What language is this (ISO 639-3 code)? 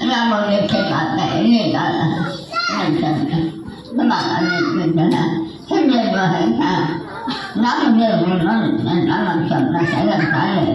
mrh